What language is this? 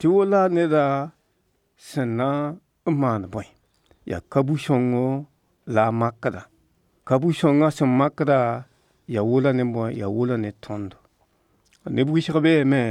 Mossi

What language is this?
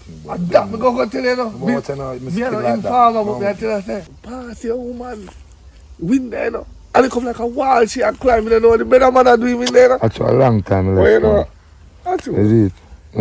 Jamaican Creole English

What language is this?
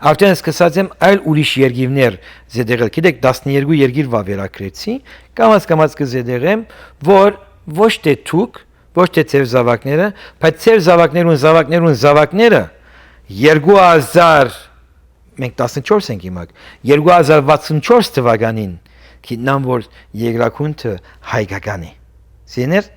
Western Armenian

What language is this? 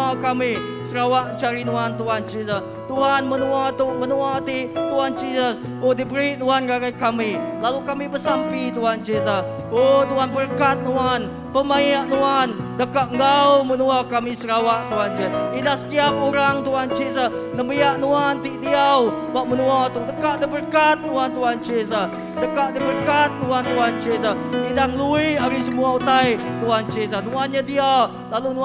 Iban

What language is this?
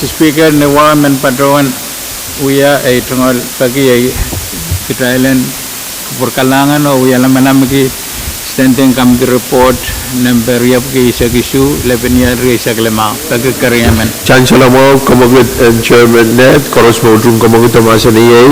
Pohnpeian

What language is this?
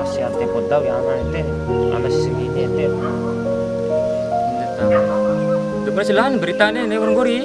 Bima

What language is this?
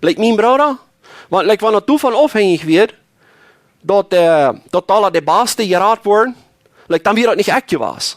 Plautdietsch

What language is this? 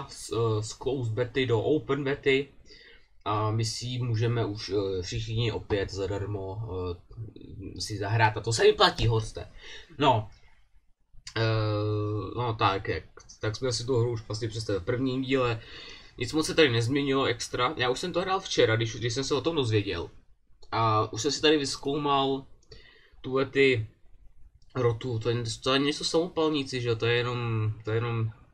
Czech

